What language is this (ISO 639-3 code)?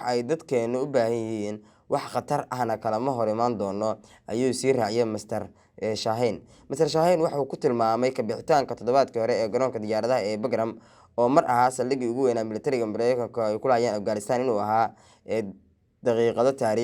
som